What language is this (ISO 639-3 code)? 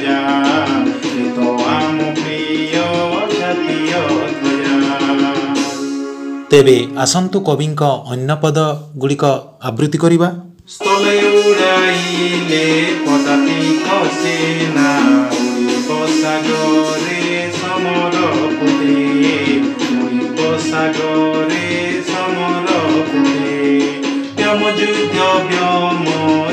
ori